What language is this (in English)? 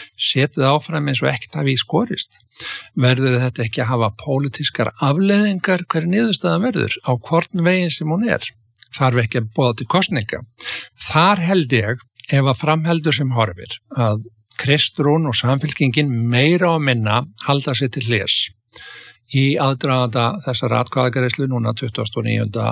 Icelandic